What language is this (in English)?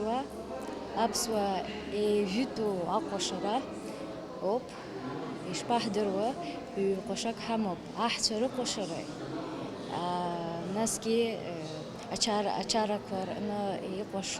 Abkhazian